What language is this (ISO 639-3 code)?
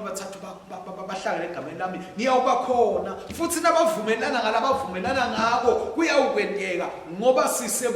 ssw